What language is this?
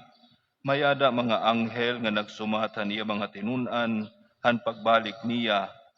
Waray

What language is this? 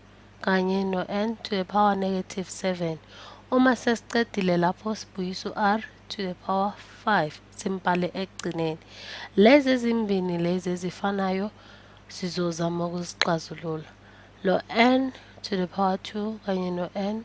Zulu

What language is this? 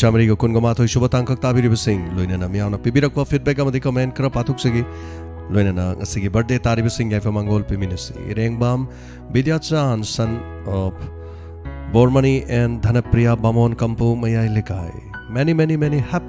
Manipuri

